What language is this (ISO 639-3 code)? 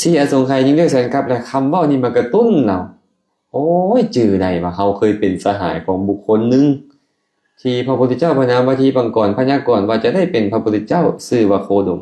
lao